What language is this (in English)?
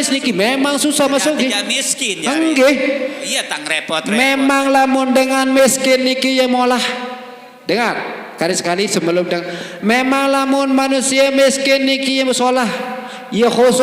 Sasak